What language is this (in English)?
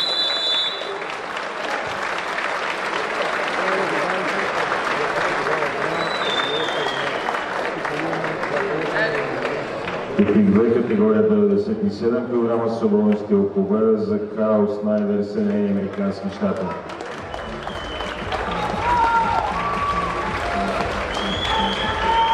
Bulgarian